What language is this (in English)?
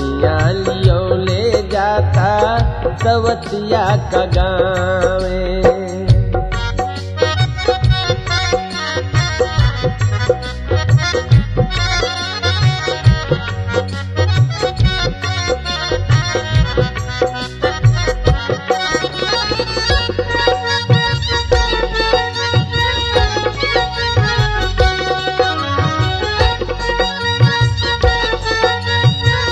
Bhojpuri